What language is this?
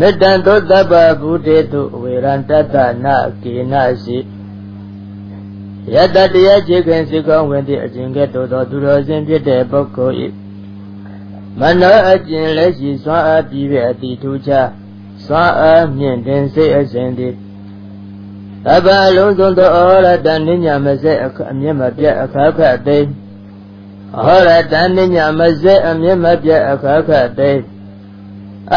Burmese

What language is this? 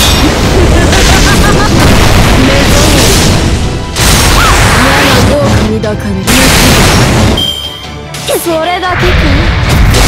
Japanese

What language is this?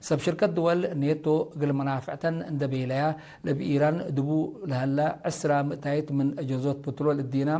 Tigre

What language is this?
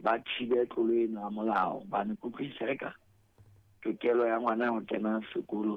Southern Sotho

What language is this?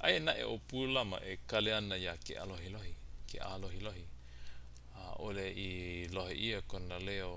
Hawaiian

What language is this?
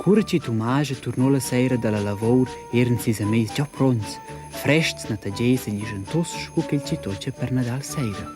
Romansh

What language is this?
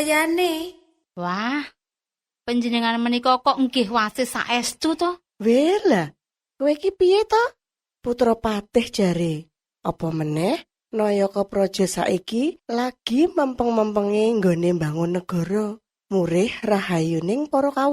Javanese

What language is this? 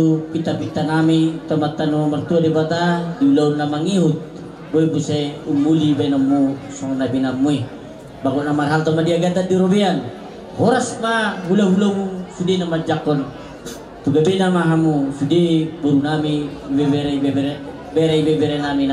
Batak Toba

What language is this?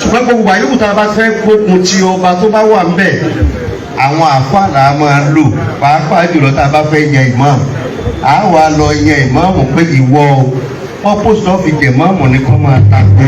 Yoruba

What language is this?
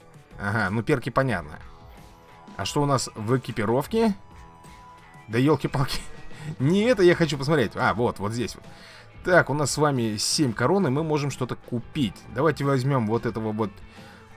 Russian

